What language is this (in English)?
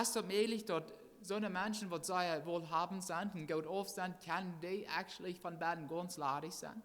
Plautdietsch